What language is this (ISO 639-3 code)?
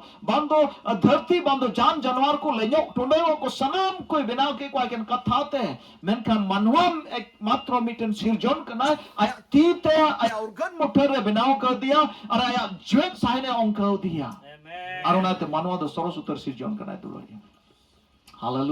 sat